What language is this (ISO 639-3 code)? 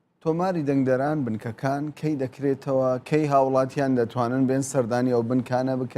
ckb